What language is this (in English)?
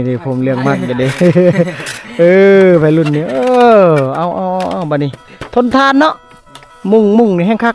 Lao